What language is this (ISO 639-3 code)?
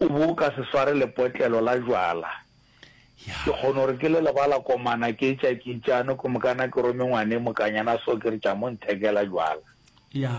nso